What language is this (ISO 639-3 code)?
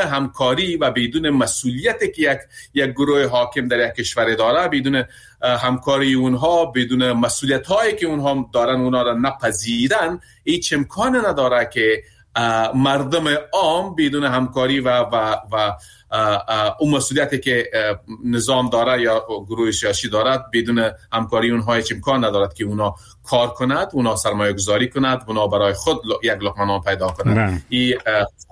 fas